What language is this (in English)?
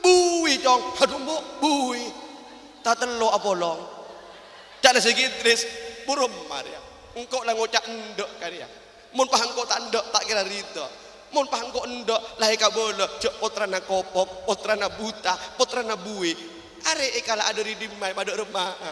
Madurese